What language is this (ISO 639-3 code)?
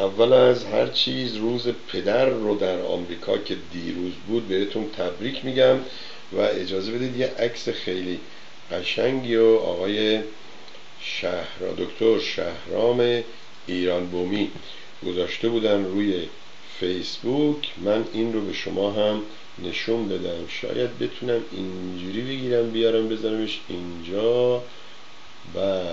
fas